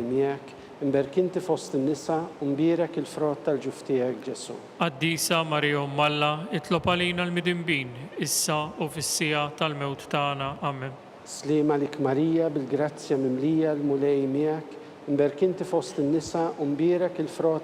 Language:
Maltese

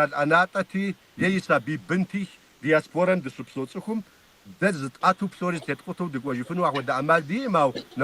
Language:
Kabardian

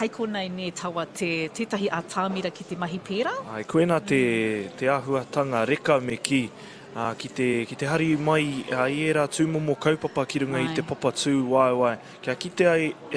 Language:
Māori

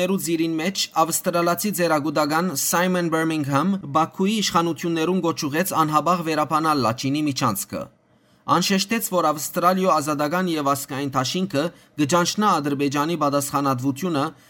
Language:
Western Armenian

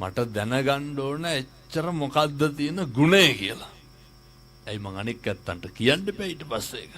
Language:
Sinhala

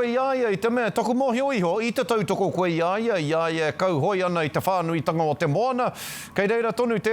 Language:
Māori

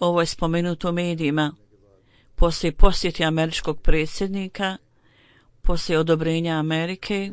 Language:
Bosnian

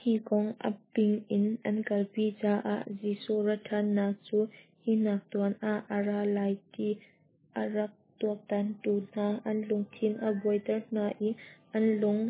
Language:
Hakha Chin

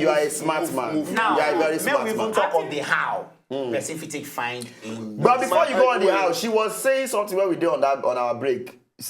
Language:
Nigerian Pidgin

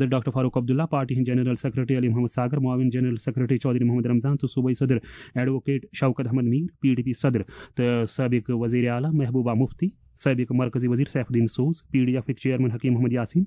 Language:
Kashmiri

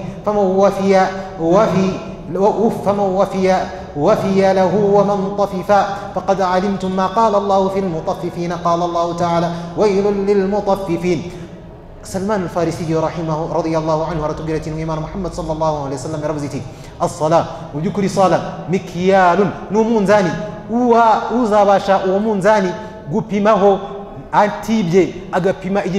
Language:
Kinyarwanda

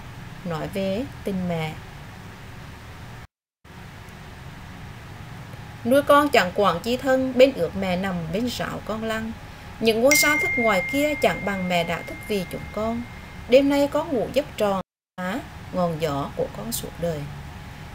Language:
Vietnamese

